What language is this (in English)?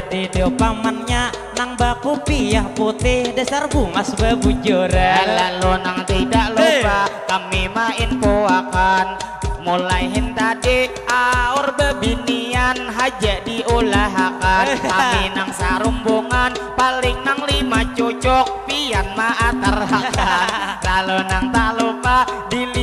Banjar